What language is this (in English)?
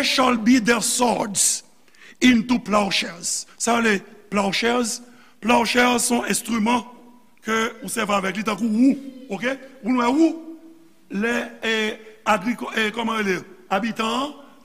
Haitian Creole